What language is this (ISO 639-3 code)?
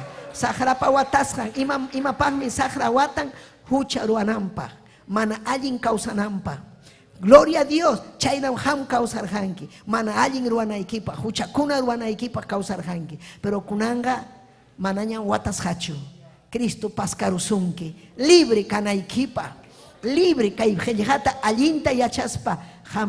quy